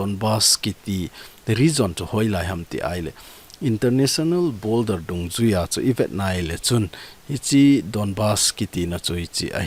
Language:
Thado Chin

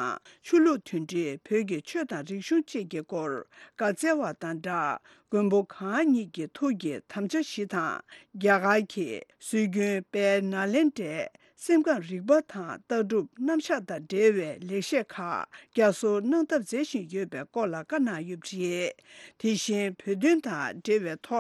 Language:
Tibetan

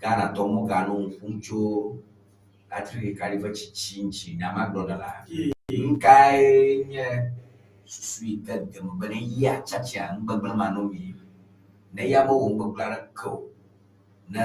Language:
Ewe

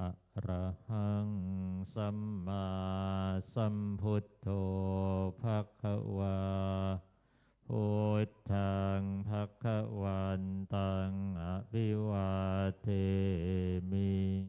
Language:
Pali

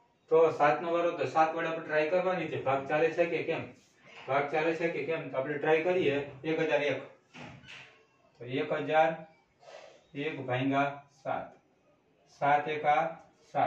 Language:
Gujarati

